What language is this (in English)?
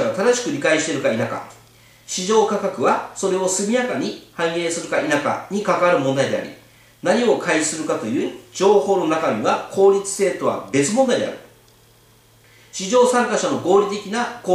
Japanese